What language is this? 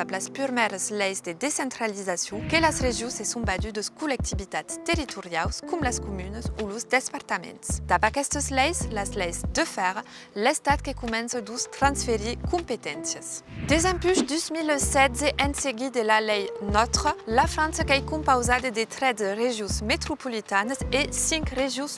Occitan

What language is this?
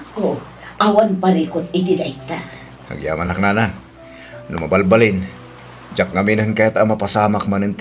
Iloko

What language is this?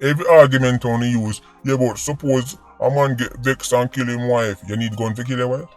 Jamaican Creole English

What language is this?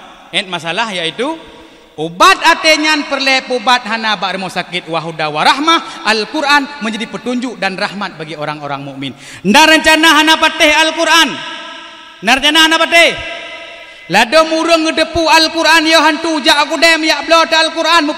Achinese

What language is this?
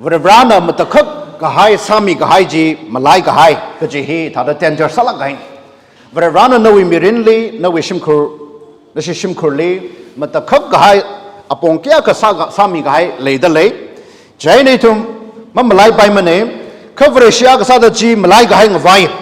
Tangkhul Naga (India)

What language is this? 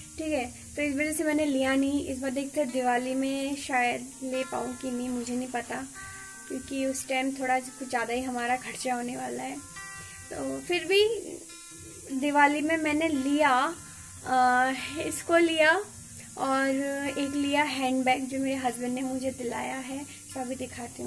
Hindi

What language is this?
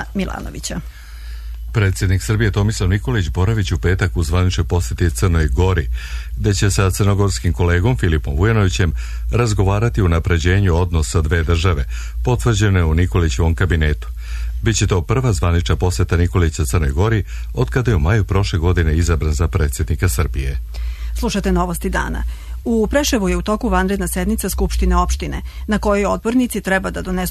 Serbian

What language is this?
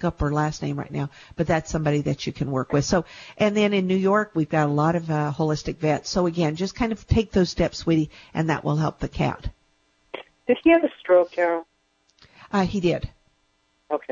English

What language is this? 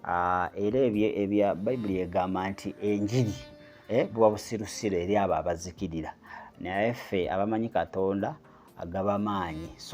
Ganda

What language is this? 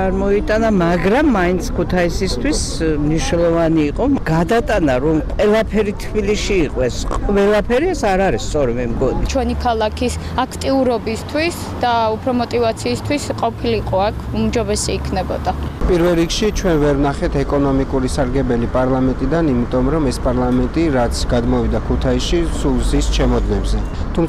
Georgian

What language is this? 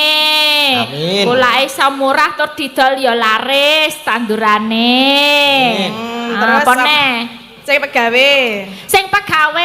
Javanese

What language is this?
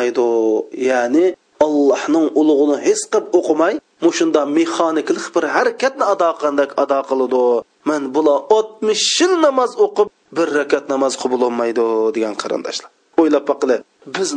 Uyghur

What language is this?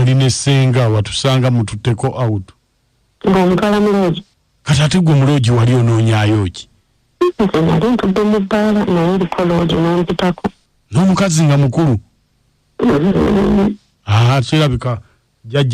Ganda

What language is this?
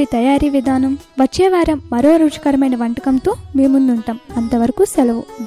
Telugu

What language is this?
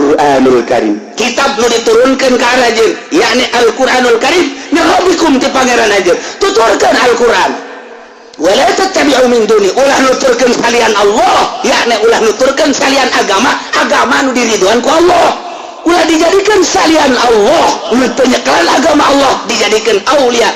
Sundanese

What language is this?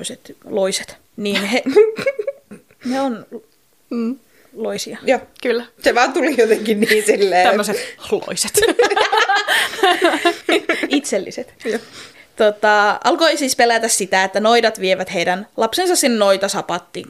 Finnish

